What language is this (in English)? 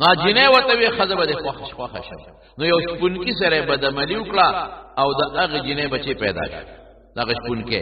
Pashto